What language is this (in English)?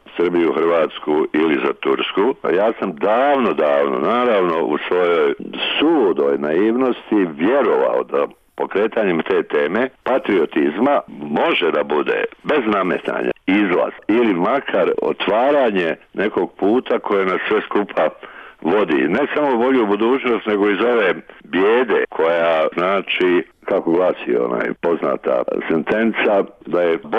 Bosnian